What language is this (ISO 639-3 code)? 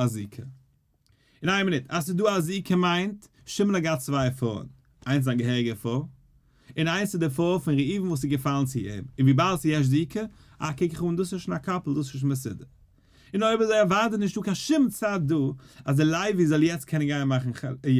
yid